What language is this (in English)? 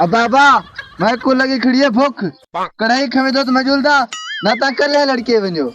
Saraiki